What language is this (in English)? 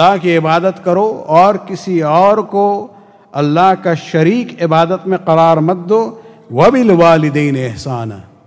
Urdu